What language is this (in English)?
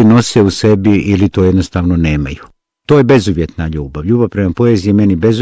Bosnian